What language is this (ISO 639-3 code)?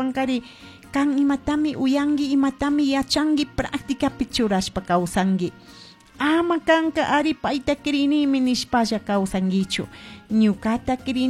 qug